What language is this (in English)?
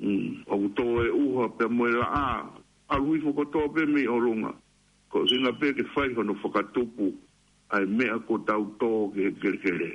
Tongan